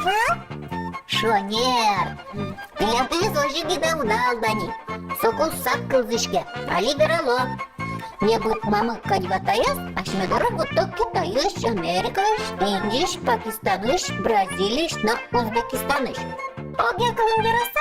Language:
Udmurt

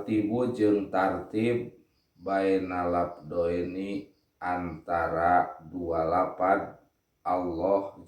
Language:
Sundanese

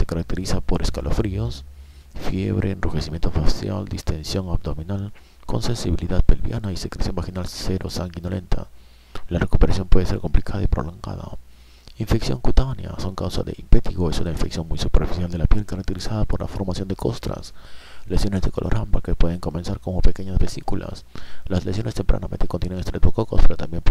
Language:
Spanish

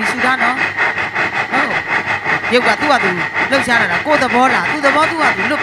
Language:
Burmese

